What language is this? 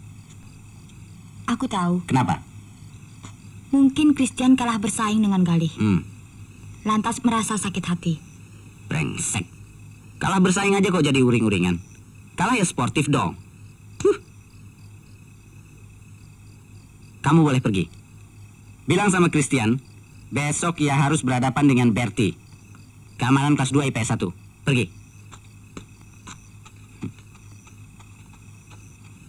Indonesian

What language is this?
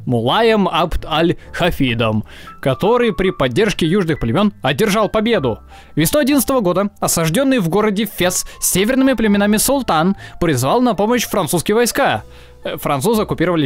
Russian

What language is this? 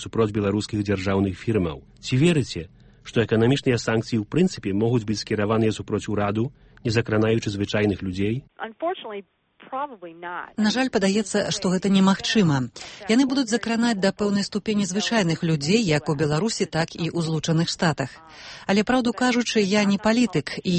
Belarusian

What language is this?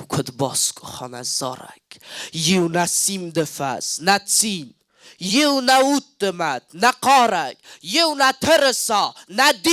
Ossetic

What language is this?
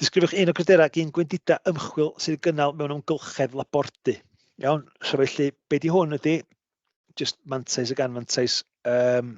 Welsh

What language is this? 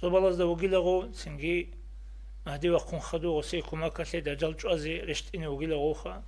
Avaric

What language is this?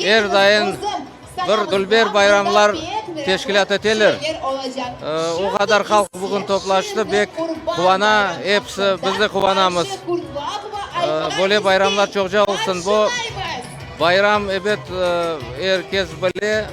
Crimean Tatar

